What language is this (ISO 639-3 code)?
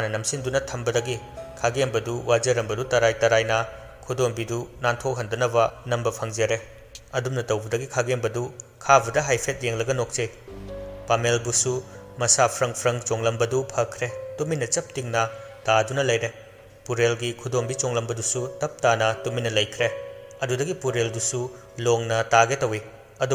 mni